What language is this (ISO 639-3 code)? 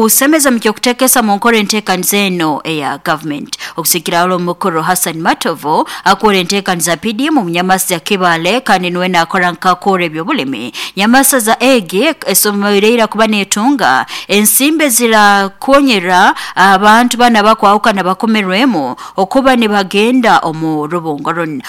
nyo